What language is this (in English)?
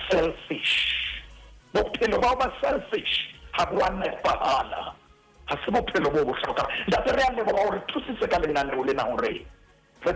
Southern Sotho